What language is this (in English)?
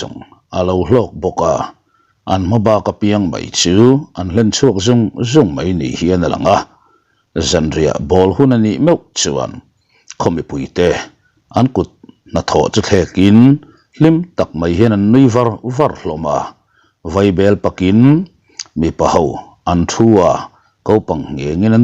Mizo